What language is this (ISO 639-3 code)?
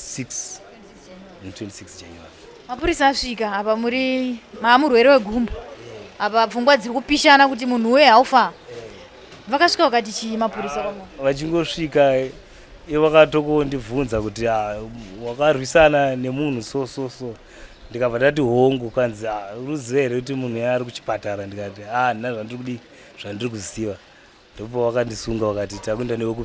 sna